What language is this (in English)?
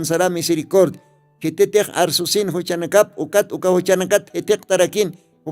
Aymara